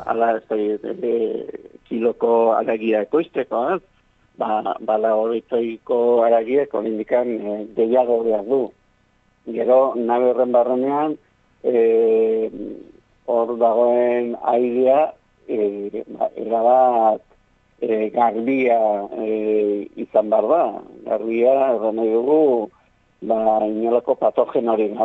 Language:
Basque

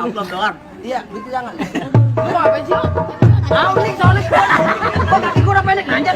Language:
Betawi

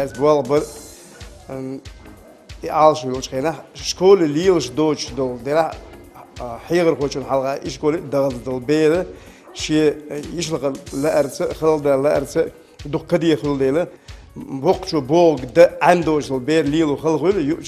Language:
Chechen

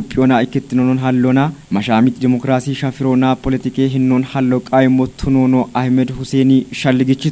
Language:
Kafa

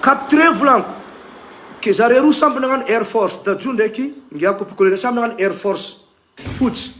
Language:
Malagasy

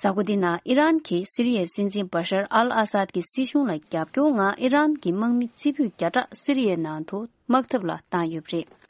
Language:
Tibetan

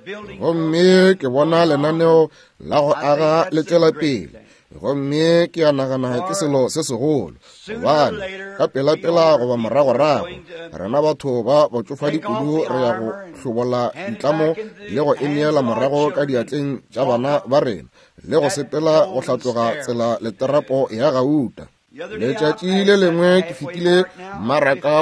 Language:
Northern Sotho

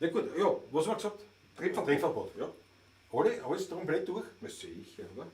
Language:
Bavarian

